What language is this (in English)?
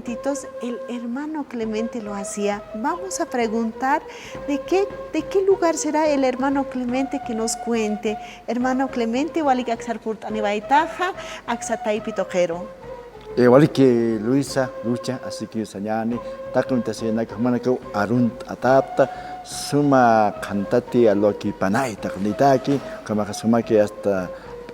Aymara